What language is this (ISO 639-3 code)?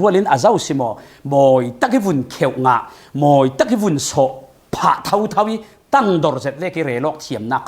cfm